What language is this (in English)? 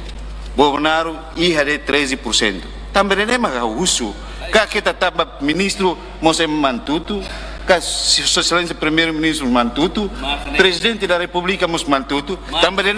Tetum